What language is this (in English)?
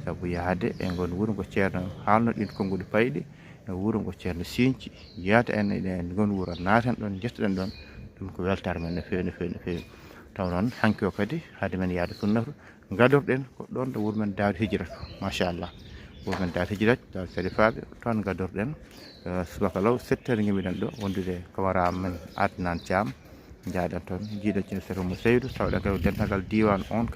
Fula